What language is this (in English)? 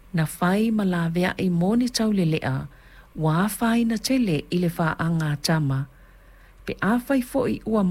Samoan